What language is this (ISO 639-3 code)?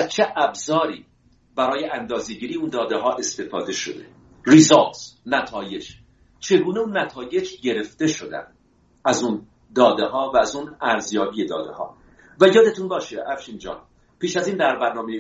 fas